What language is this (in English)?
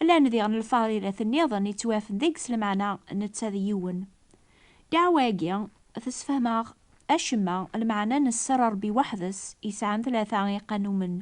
Kabyle